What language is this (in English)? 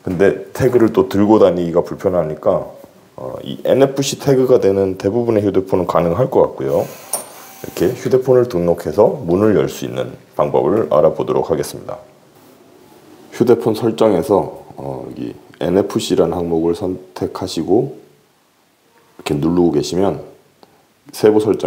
Korean